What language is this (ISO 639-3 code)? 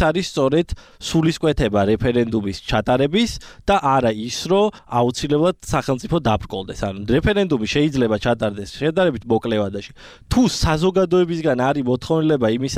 kat